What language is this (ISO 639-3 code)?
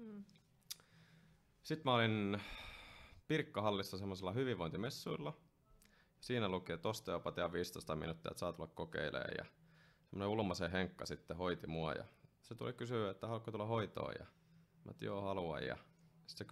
fin